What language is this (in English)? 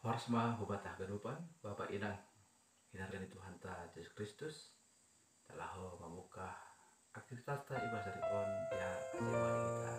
Batak Simalungun